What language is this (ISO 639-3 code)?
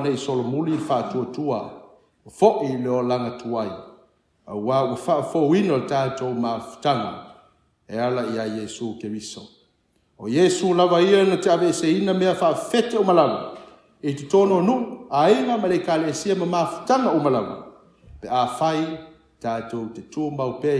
smo